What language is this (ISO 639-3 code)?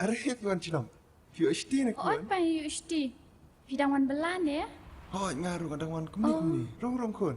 kha